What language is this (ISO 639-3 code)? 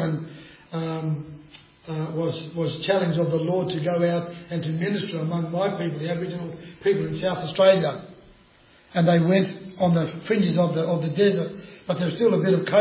eng